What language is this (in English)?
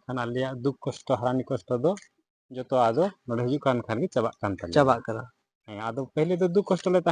Santali